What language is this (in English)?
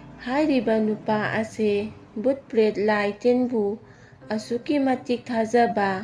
Manipuri